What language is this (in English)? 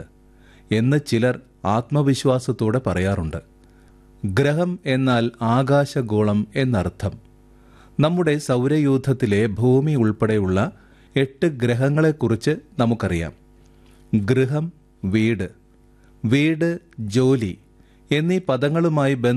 Malayalam